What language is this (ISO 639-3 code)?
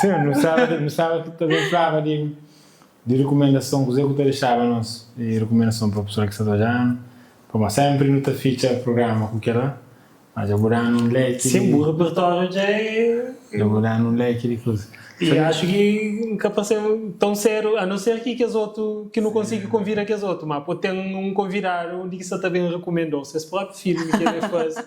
kea